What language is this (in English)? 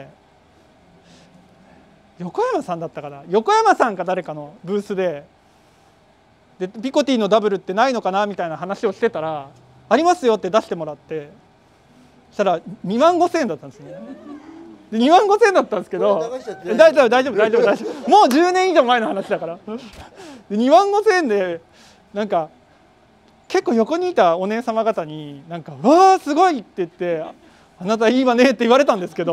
Japanese